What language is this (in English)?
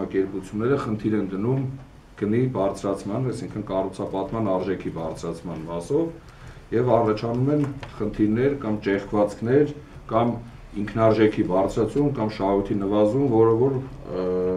Armenian